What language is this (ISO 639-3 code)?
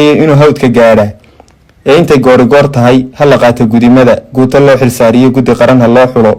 som